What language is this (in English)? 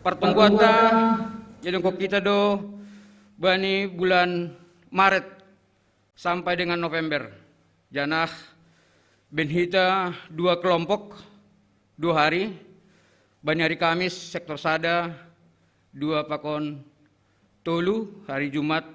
Batak Simalungun